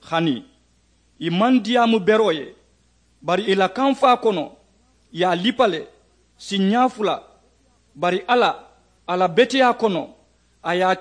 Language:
Mandingo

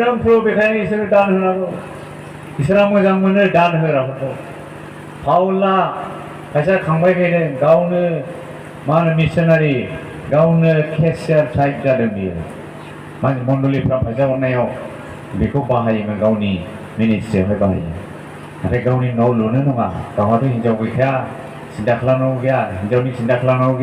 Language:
Bodo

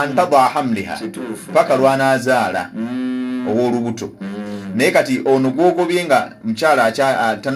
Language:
Ganda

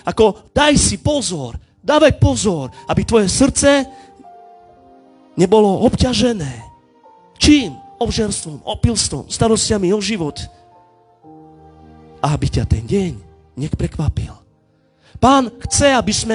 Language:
Slovak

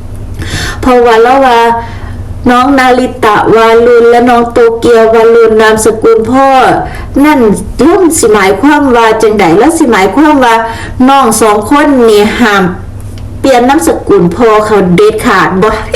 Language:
Northeastern Thai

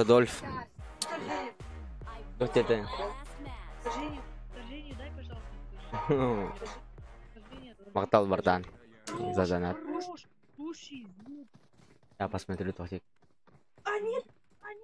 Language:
Yakut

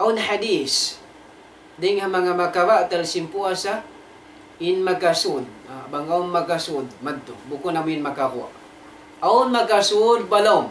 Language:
Tausug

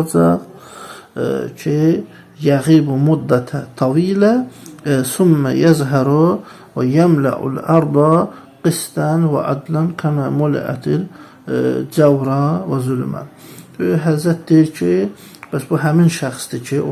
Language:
Azerbaijani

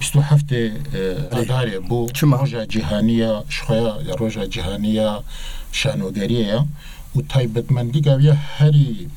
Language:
Kurdish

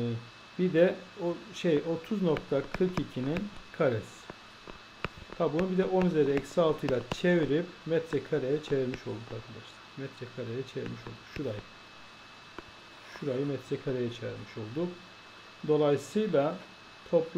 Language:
Turkish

